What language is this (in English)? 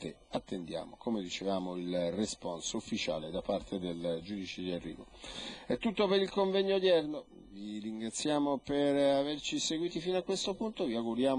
Italian